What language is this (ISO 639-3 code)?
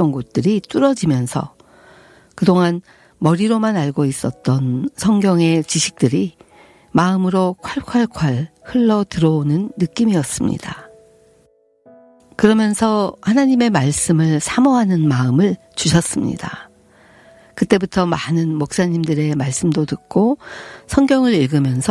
kor